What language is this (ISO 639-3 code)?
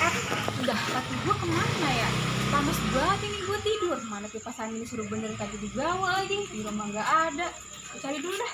bew